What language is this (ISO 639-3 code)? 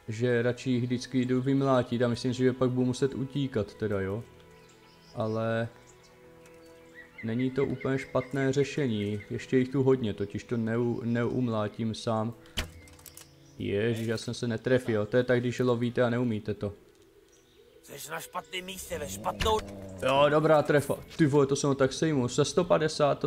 ces